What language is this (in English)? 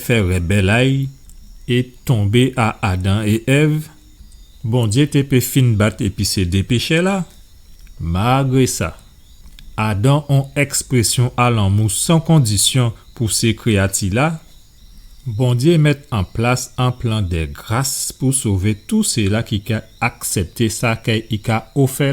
Guadeloupean Creole French